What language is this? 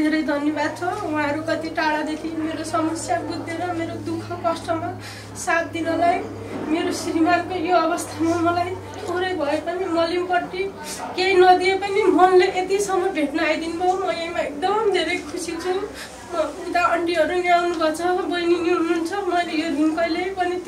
Nepali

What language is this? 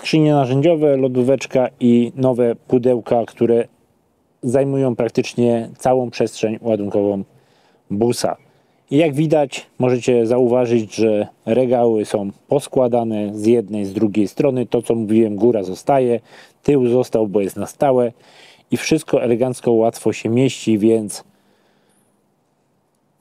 Polish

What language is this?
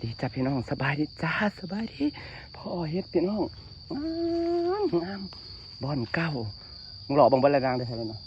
Northeastern Thai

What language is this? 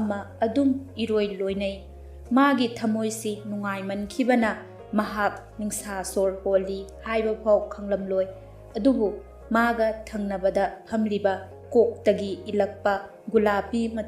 Manipuri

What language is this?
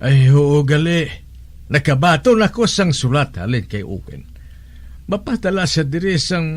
Hiligaynon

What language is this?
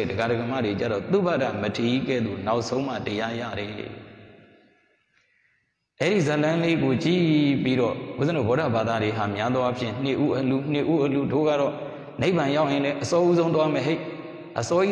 Burmese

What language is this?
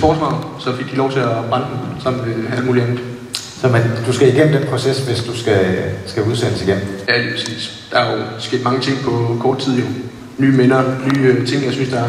Danish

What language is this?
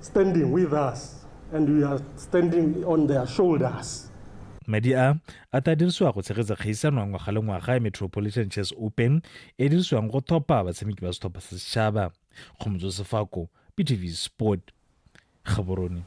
Tswana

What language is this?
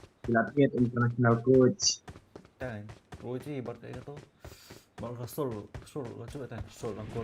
Khasi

